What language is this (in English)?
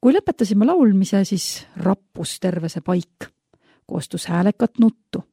Estonian